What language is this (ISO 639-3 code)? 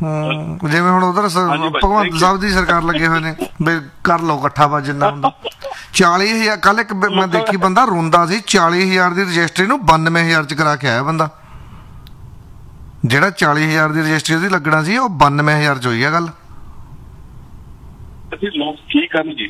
pan